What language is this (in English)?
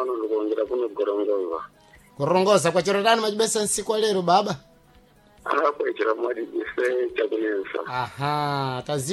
Sena